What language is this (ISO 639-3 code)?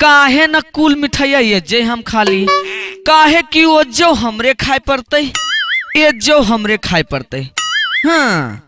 mag